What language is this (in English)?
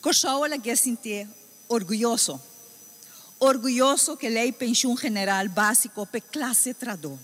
Papiamento